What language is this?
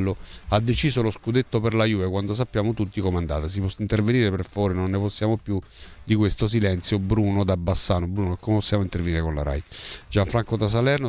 Italian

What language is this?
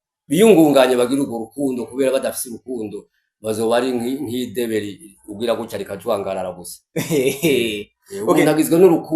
Rundi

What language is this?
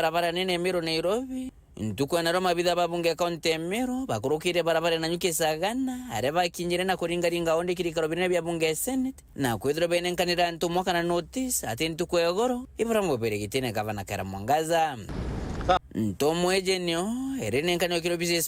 Meru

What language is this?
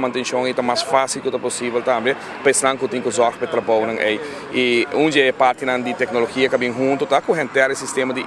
Papiamento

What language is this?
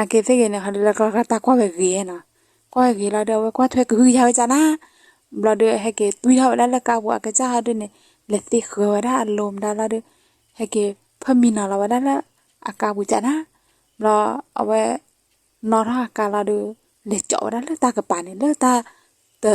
S'gaw Karen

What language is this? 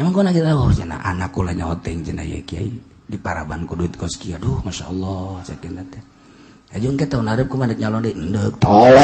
Sundanese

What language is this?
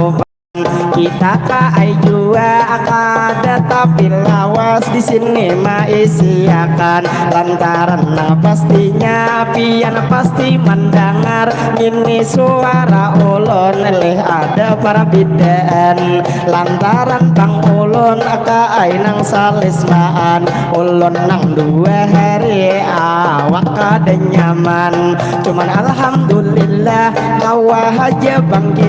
Banjar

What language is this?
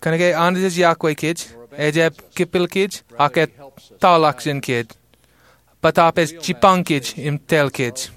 Marshallese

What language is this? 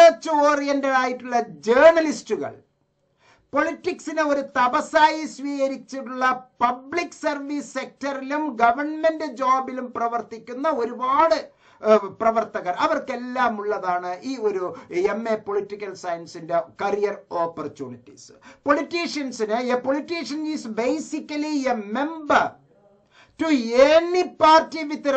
Malayalam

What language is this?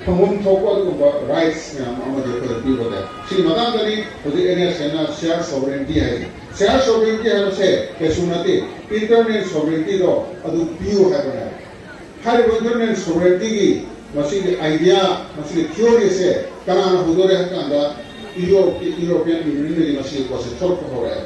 Manipuri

